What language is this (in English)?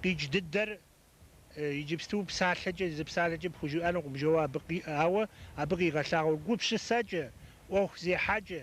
Kabardian